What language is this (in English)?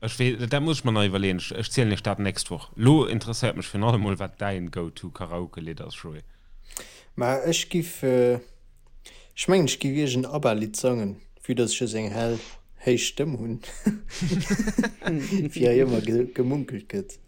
Luxembourgish